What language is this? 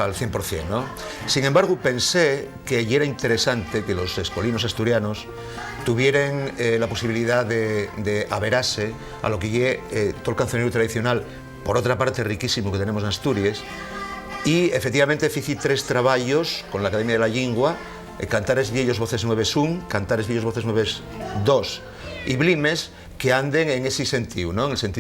Asturian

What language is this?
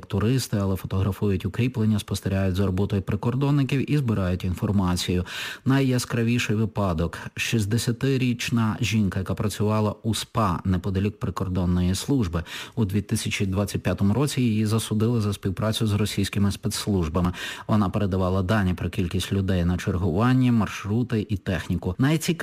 Ukrainian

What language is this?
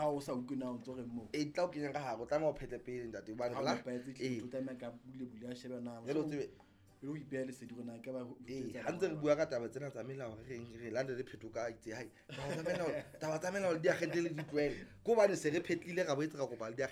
Southern Sotho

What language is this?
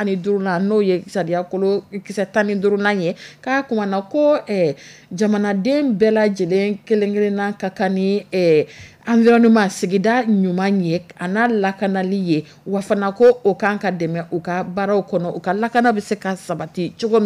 Dyula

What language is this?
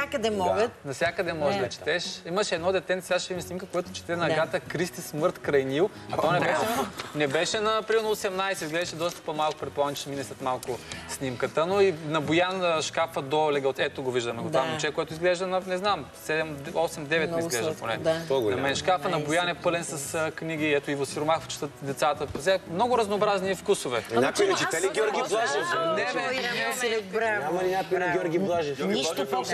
Bulgarian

